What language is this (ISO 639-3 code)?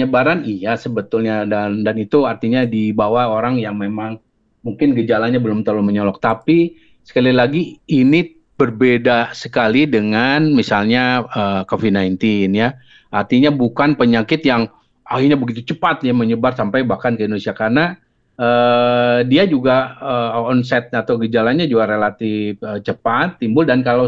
ind